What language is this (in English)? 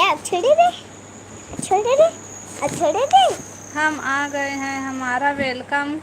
Chhattisgarhi